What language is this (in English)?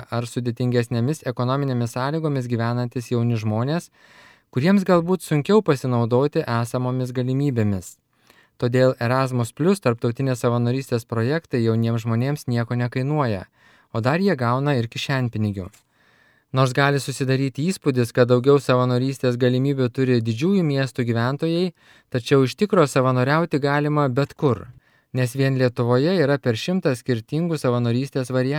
Lithuanian